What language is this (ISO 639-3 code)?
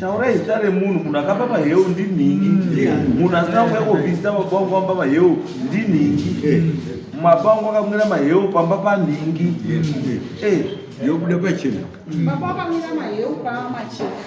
sna